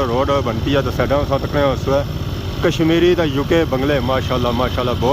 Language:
Pahari-Potwari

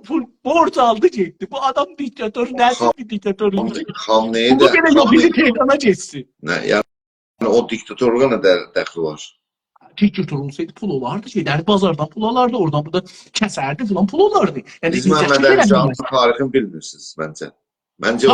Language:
South Azerbaijani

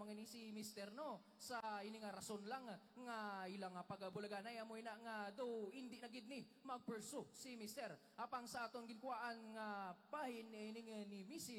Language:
Hiligaynon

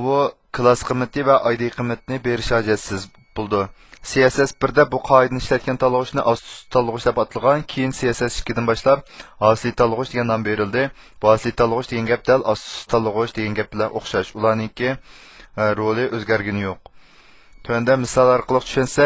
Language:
Uyghur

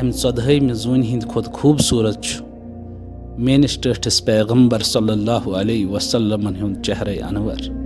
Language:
Kashmiri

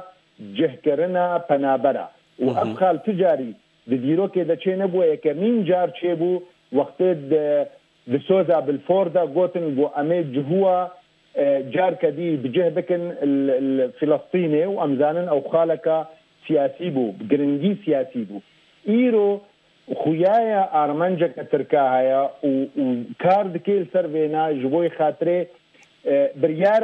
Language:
Kurdish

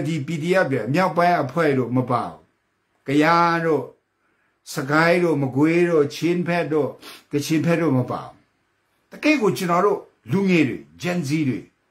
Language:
Burmese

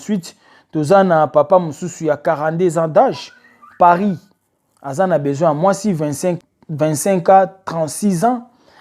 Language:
Lingala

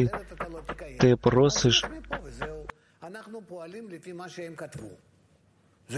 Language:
Ukrainian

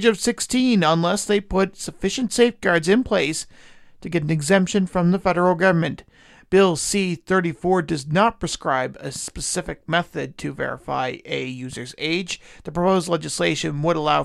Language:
English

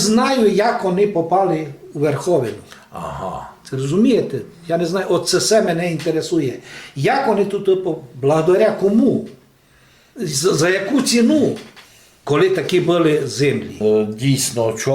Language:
Rusyn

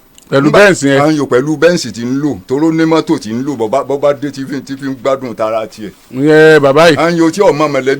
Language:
Yoruba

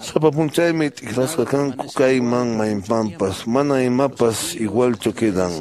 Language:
Quechua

